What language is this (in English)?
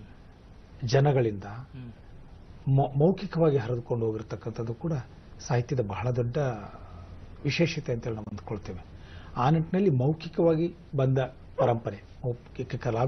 Kannada